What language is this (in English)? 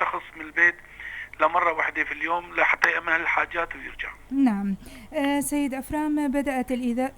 North Levantine Arabic